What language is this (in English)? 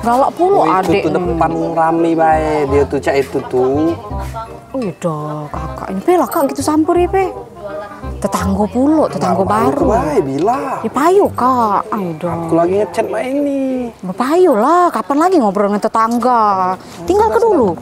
Musi